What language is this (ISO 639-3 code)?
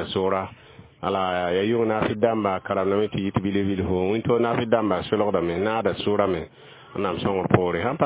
mos